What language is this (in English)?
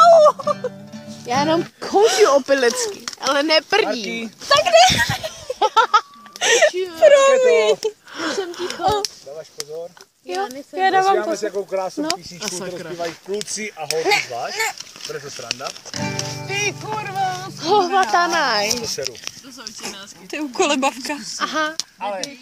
Czech